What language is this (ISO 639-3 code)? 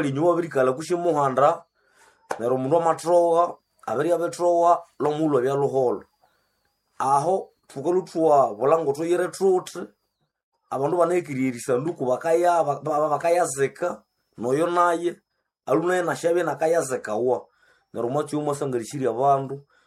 nnb